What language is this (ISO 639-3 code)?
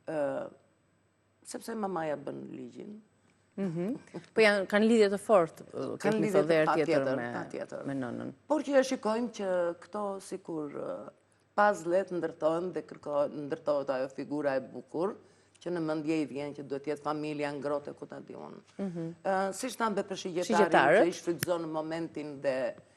sqi